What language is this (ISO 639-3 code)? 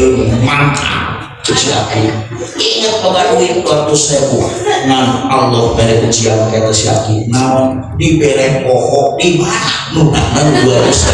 sun